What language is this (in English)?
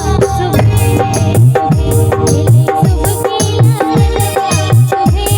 Maithili